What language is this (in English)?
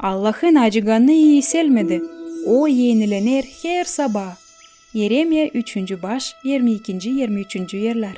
Gagauz